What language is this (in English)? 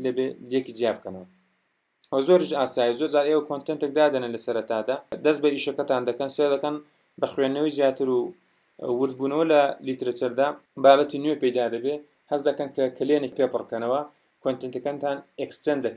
Central Kurdish